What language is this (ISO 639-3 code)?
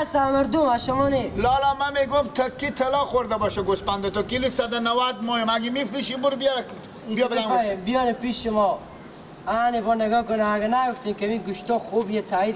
fas